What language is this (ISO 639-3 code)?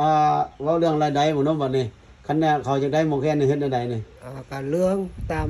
lao